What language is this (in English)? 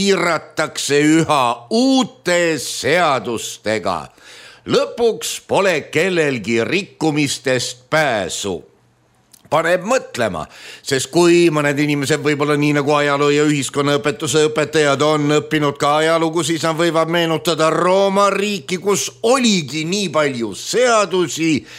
Estonian